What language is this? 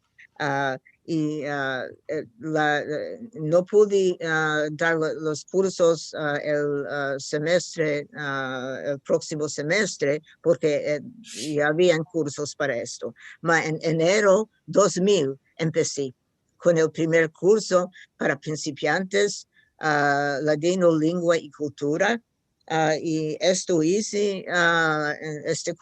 Ladino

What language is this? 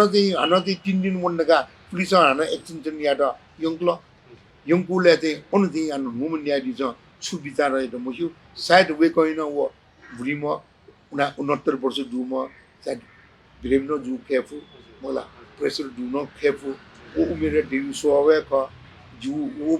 Newari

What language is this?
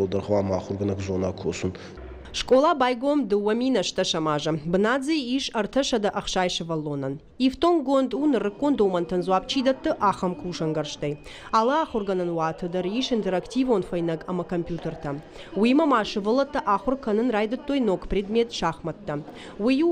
Ossetic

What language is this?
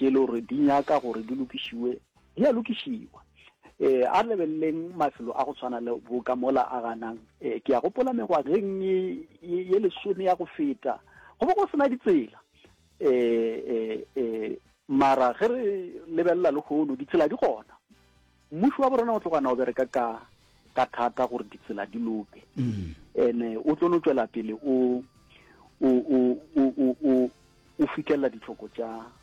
Northern Sotho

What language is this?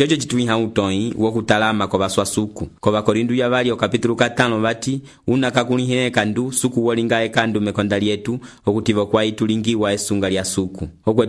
Umbundu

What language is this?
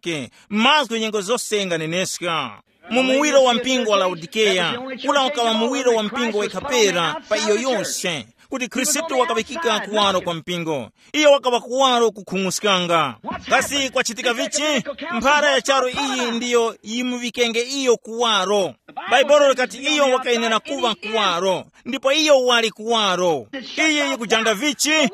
Tumbuka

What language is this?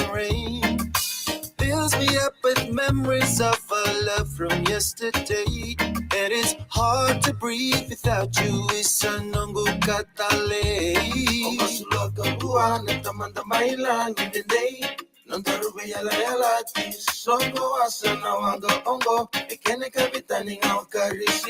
Fijian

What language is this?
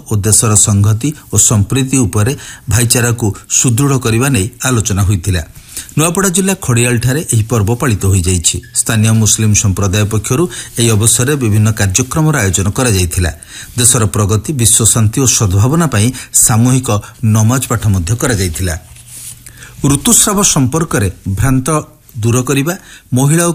Odia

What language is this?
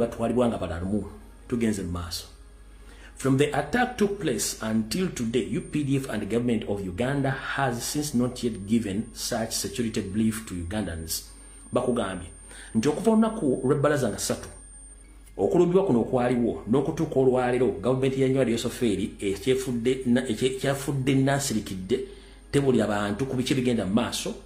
Ganda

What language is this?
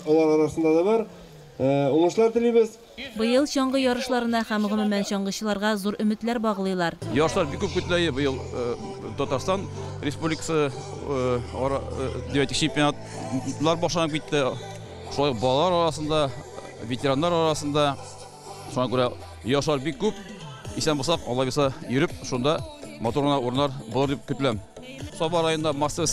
Tatar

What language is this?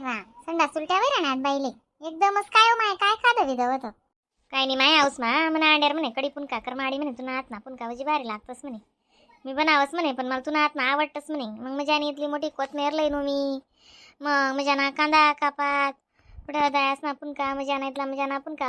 Khandesi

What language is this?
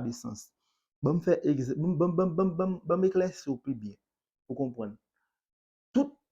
Haitian Creole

